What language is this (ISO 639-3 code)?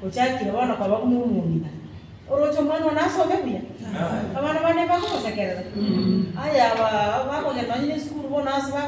guz